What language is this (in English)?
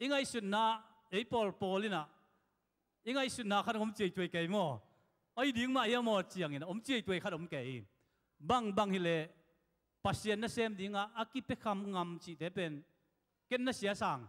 Tedim Chin